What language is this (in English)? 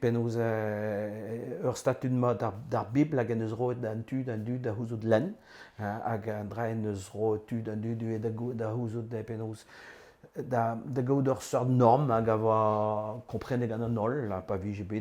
Breton